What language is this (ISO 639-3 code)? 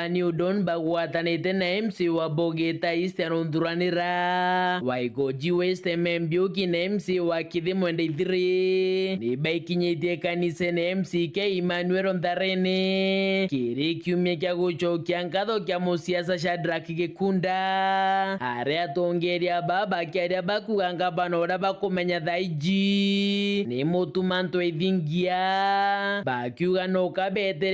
mer